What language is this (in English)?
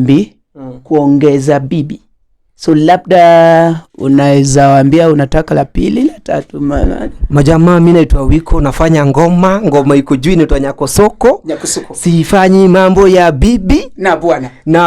Luo (Kenya and Tanzania)